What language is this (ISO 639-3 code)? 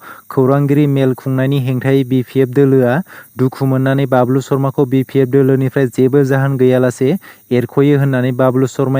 brx